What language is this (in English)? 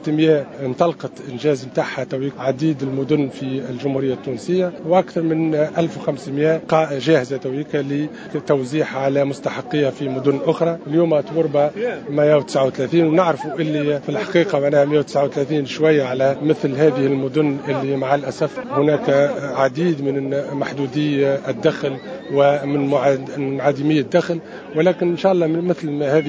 Tunisian Arabic